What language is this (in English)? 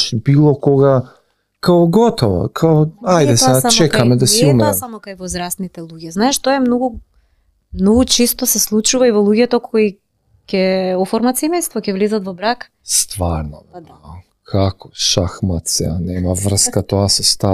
Macedonian